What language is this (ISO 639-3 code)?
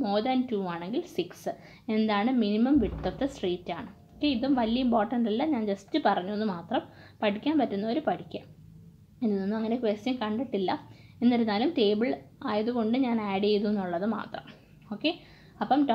mal